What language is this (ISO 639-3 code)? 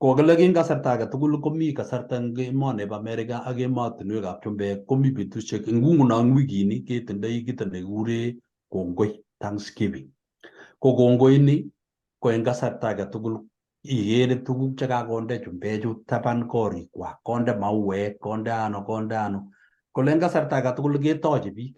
kln